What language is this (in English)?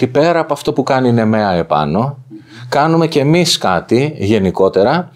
Greek